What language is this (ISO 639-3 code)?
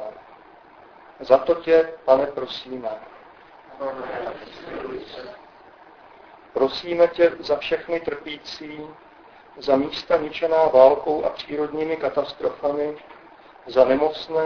ces